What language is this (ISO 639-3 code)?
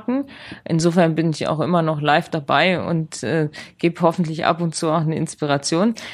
deu